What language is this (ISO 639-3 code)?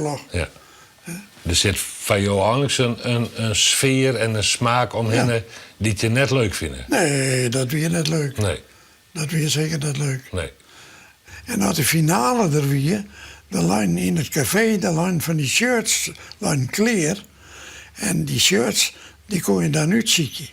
fry